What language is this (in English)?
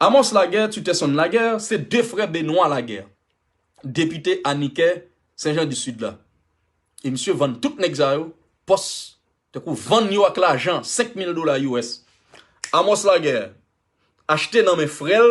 Haitian Creole